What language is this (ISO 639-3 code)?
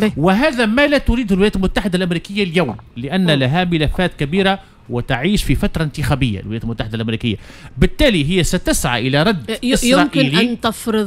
aeb